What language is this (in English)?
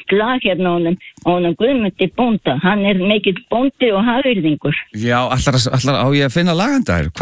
Icelandic